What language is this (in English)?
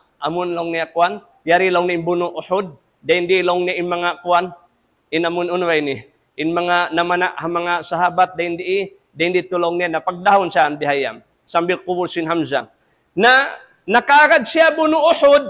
Tausug